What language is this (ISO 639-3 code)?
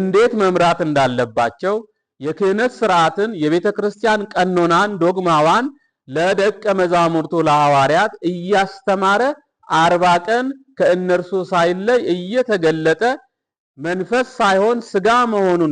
amh